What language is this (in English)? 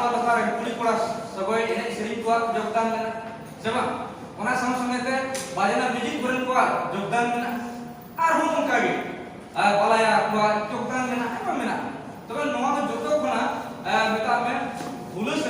Santali